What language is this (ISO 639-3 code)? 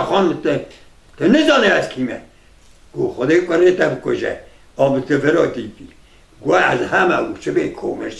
kur